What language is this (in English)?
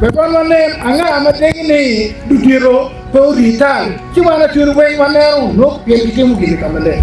Acoli